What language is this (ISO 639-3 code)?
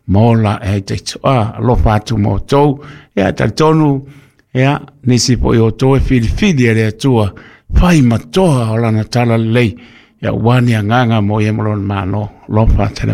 smo